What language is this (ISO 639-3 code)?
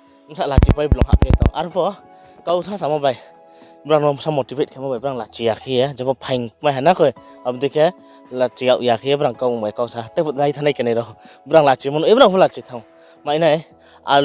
ria